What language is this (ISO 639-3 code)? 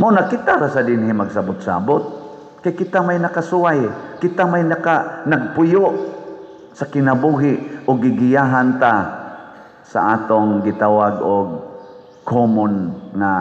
ceb